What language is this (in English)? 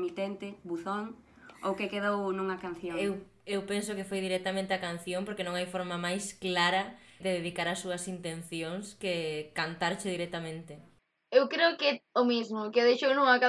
Galician